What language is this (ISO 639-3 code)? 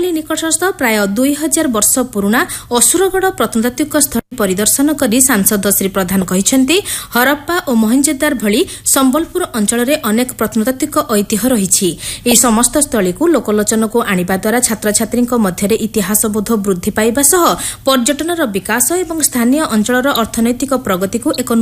ori